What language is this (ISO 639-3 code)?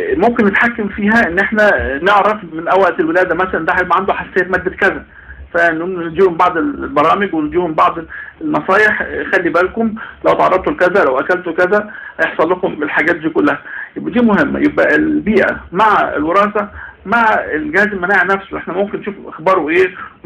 arz